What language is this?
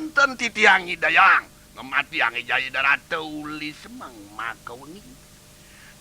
Balinese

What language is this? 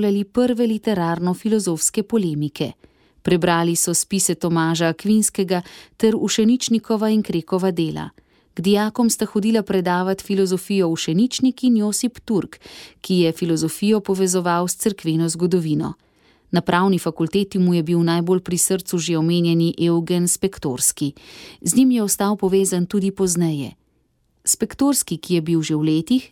Slovenian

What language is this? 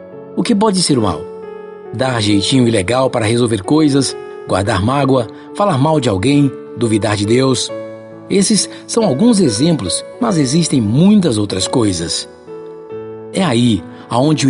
Portuguese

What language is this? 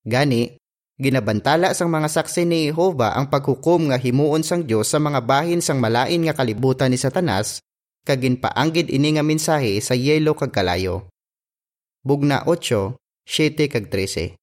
Hiligaynon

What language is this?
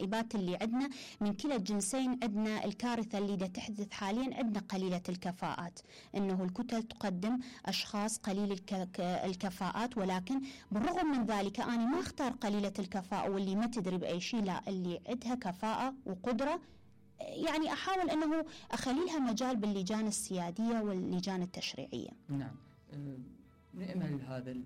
Mesopotamian Arabic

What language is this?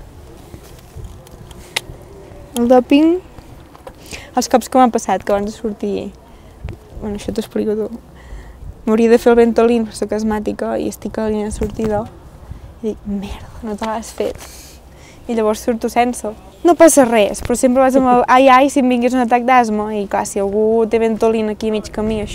Catalan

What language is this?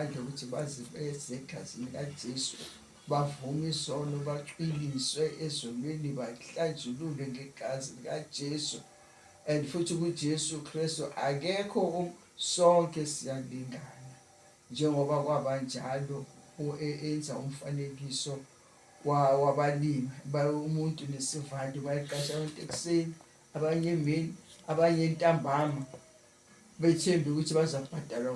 Zulu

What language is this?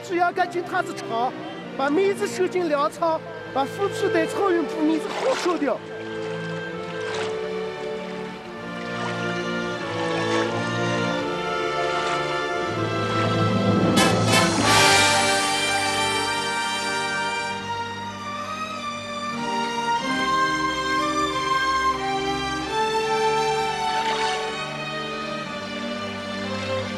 Chinese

